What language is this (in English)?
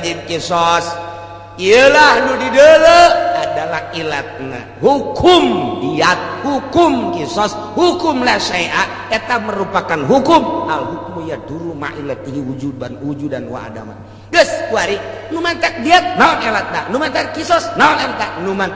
Sundanese